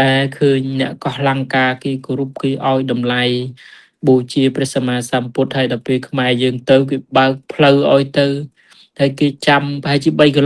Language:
Khmer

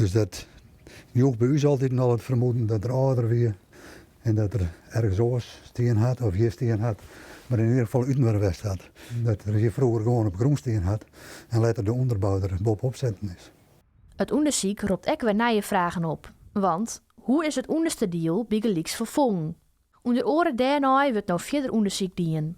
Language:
Western Frisian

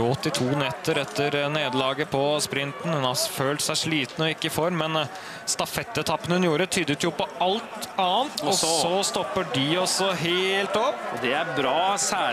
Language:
Norwegian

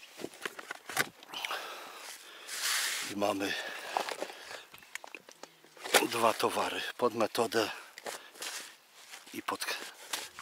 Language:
Polish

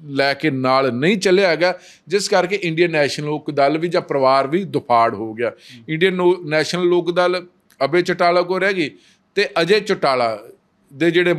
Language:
Punjabi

